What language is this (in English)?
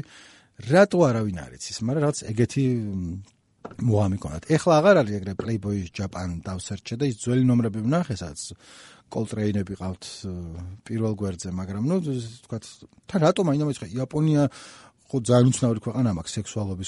Georgian